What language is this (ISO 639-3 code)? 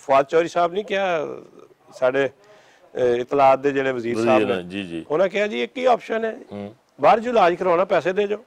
lah